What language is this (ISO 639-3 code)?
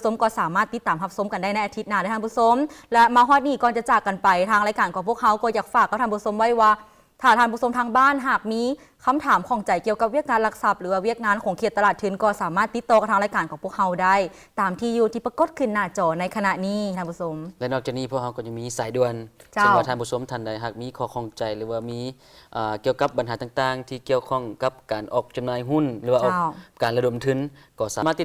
lao